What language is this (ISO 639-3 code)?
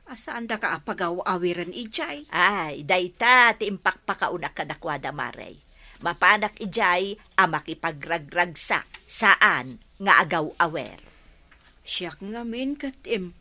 ilo